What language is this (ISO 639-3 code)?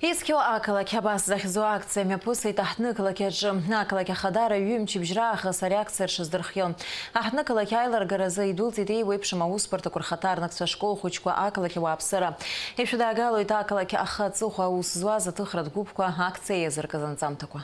abk